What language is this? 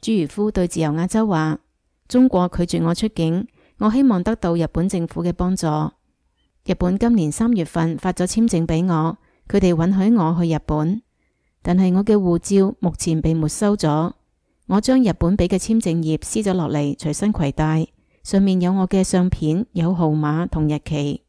Cantonese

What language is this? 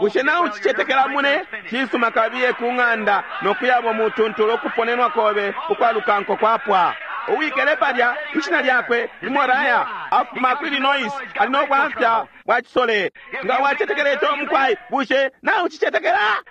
Bemba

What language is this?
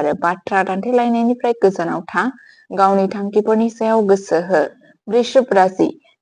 Bodo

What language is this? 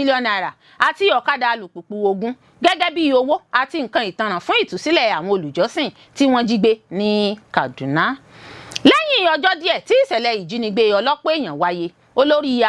Yoruba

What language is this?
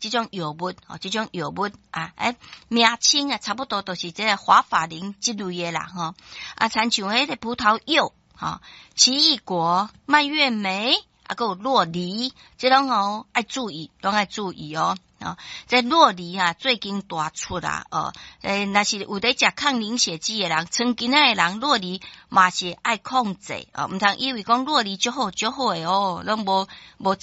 Min Nan Chinese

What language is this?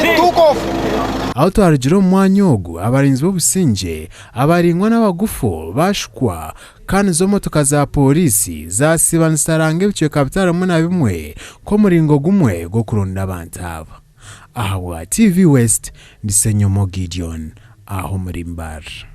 Nyankole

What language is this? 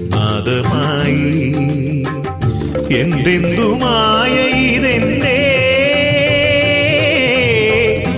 Malayalam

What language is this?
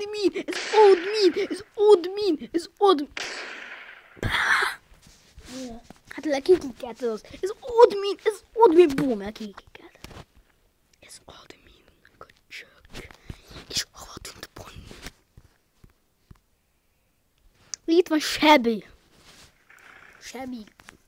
Hungarian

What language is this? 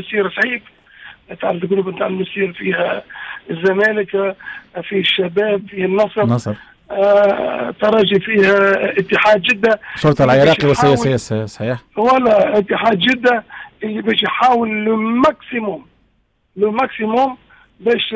Tunisian Arabic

